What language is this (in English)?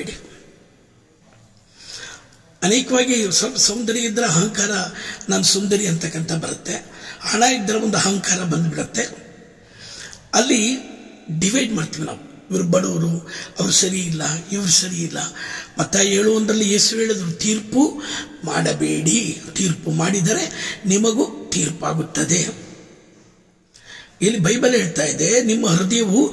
Kannada